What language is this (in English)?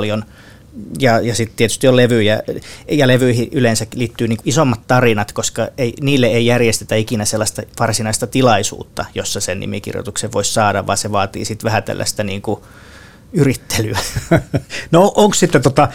Finnish